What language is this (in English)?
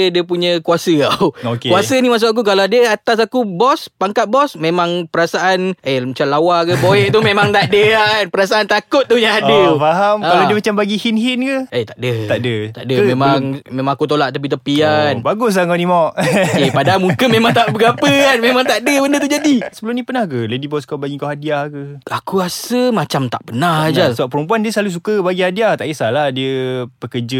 Malay